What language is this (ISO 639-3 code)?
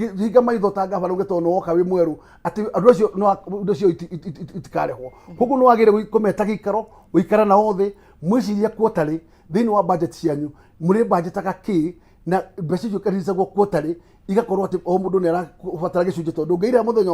kik